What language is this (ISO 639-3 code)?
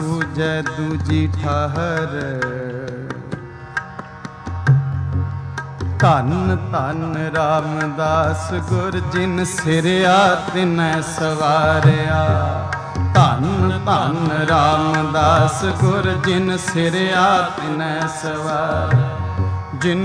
pan